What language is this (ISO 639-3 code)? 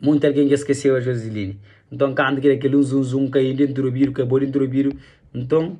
kea